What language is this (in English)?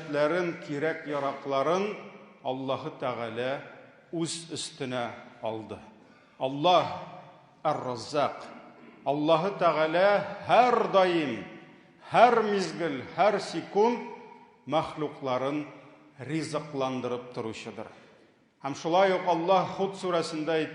Tatar